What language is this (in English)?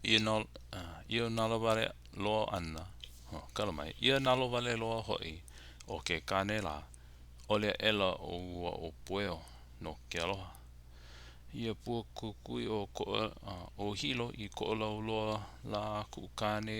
Hawaiian